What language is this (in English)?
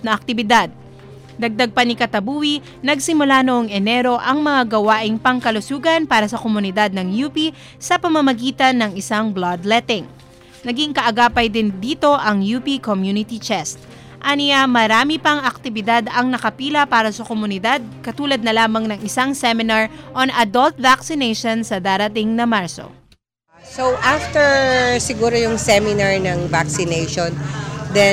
Filipino